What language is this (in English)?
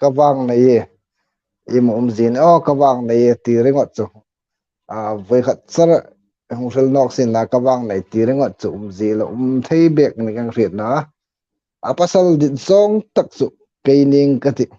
Hmar